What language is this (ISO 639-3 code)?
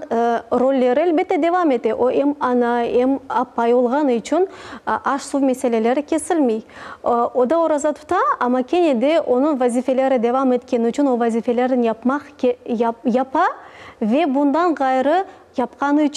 crh